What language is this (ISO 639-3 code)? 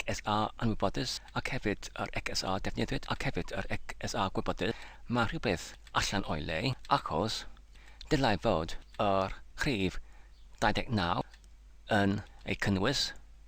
cym